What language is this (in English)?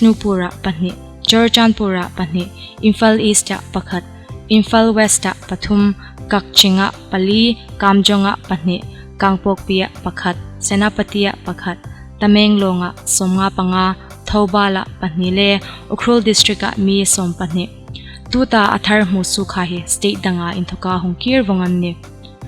Hmar